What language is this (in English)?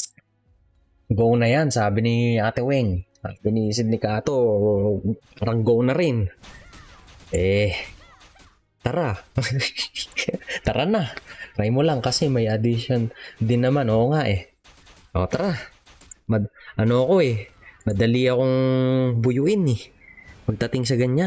Filipino